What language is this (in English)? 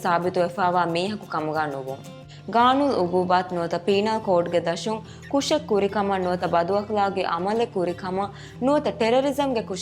Divehi